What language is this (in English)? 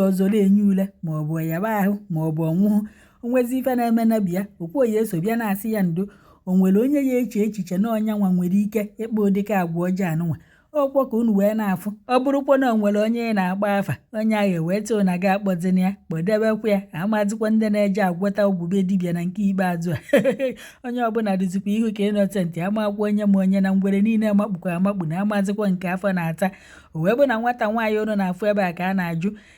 Igbo